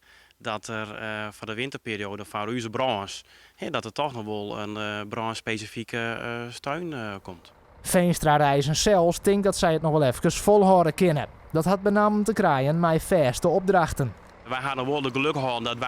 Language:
Western Frisian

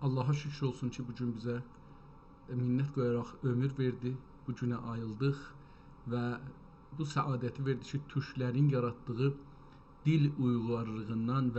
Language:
South Azerbaijani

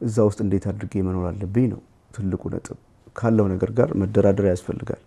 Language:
Amharic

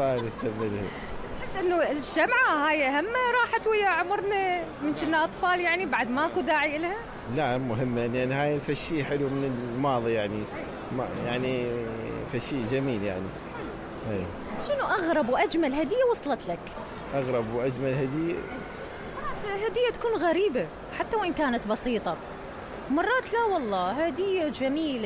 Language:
Mesopotamian Arabic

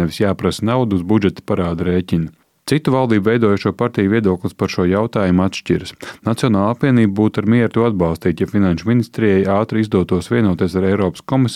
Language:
Latvian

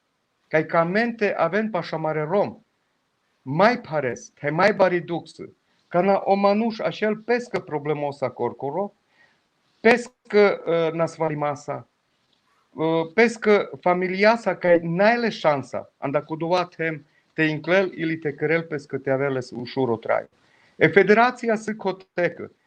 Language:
Balkan Romani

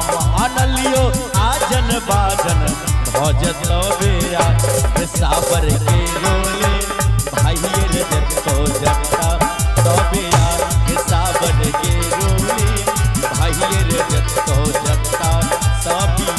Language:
Maithili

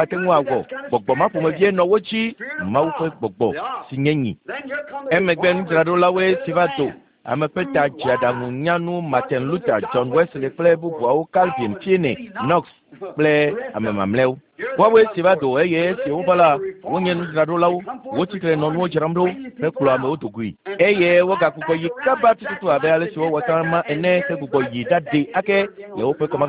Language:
Ewe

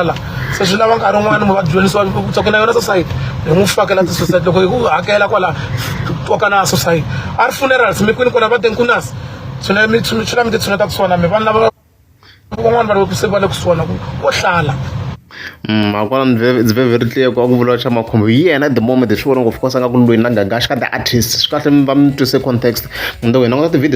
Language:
Tsonga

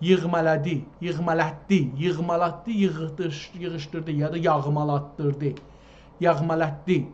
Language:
South Azerbaijani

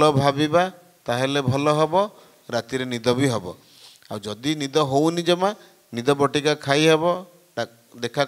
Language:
Odia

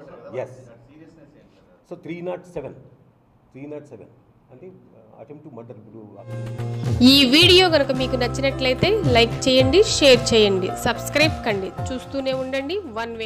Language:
Telugu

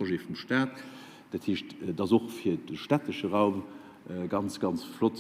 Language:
Luxembourgish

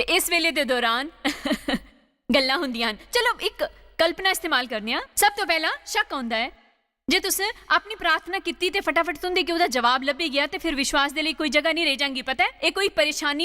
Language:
Dogri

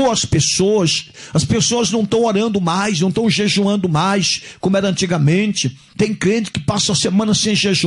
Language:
Portuguese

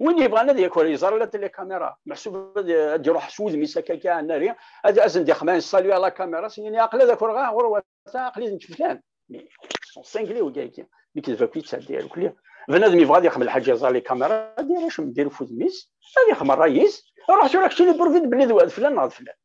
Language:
Kabyle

